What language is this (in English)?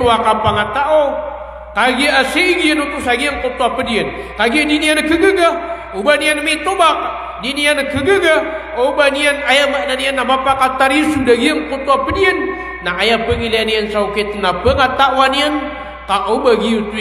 Maranao